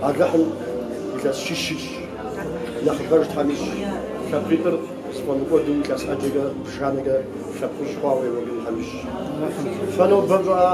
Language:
Kabardian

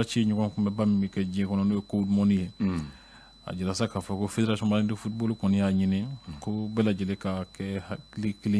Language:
Bambara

